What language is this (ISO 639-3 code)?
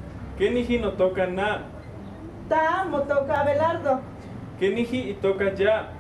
nhe